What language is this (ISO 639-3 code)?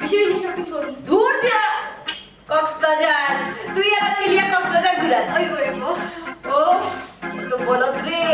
syl